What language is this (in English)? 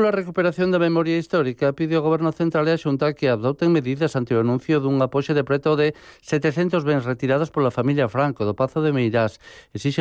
Galician